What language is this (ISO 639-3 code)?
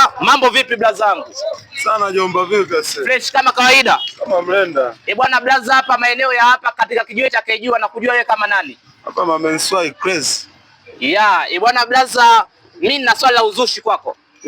swa